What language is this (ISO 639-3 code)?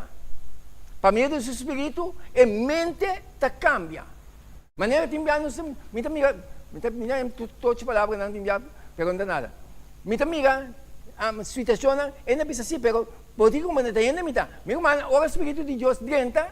pap